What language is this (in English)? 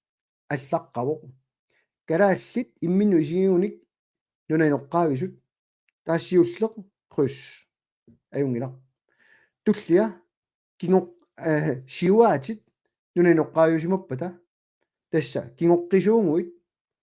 Kalaallisut